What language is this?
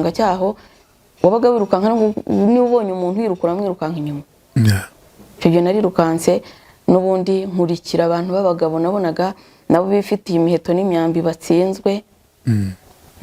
Kinyarwanda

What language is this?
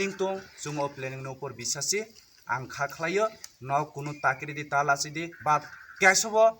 Kok Borok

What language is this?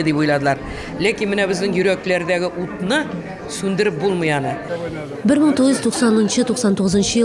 Tatar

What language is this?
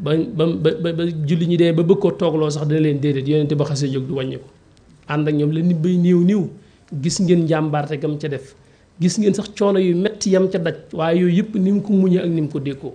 Wolof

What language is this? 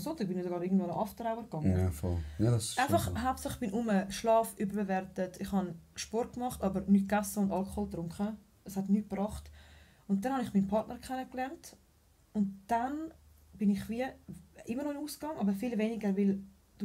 Swiss German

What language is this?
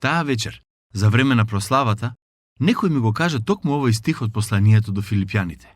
Macedonian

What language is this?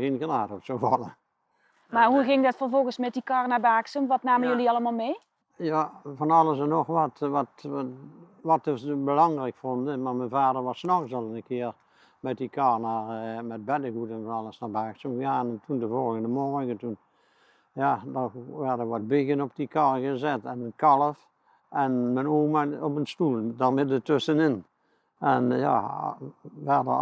Limburgish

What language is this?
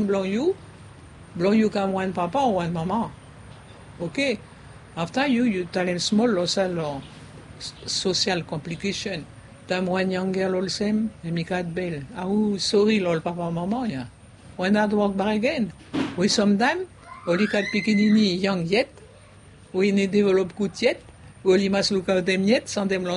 Bislama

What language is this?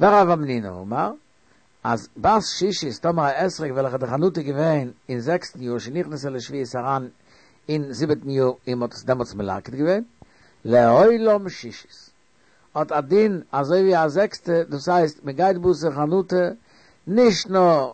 Yiddish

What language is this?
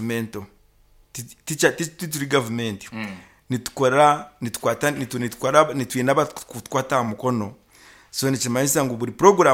Nyankole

